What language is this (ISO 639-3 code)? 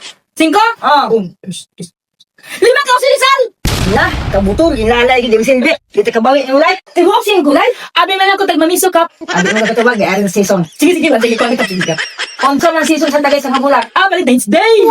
ceb